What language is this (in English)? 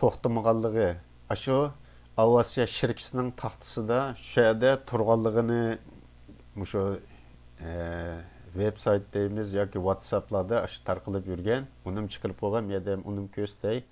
Uyghur